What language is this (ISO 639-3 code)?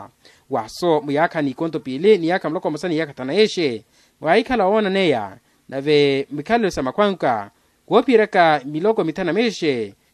vmw